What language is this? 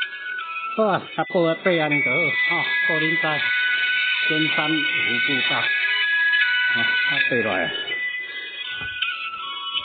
Min Nan Chinese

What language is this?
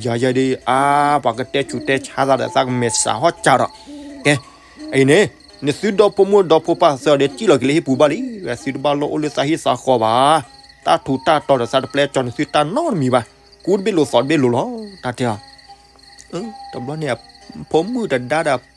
S'gaw Karen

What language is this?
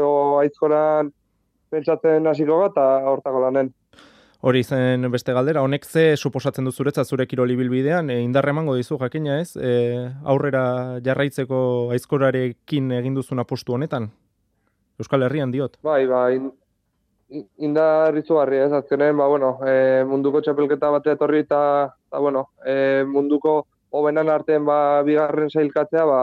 Basque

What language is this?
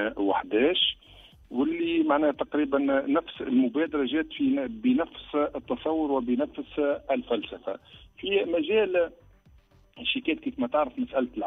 Tunisian Arabic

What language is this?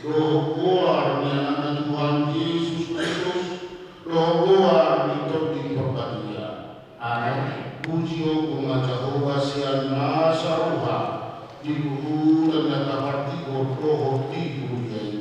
Batak Toba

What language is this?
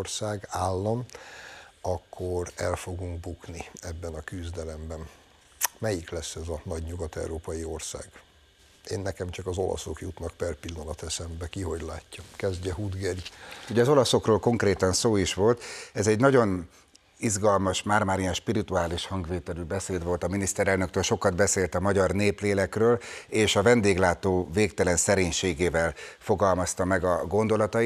Hungarian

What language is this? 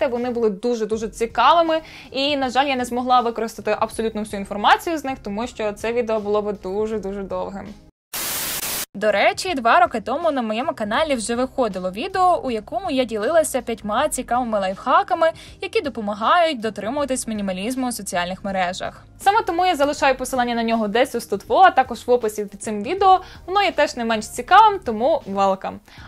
Ukrainian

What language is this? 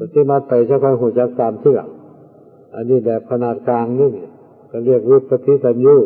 Northeastern Thai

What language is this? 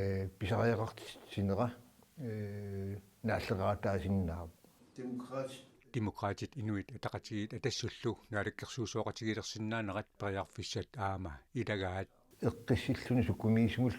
Kalaallisut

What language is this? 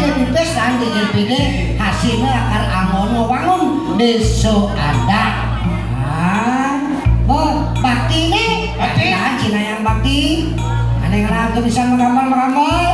Balinese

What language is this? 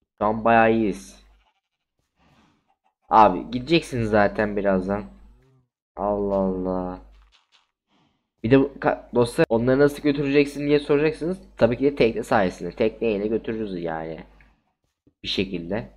Turkish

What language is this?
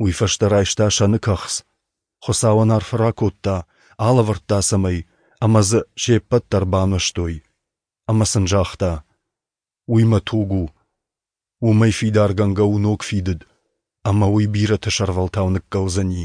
Ossetic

